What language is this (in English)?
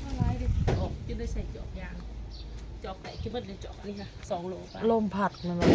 Northeastern Thai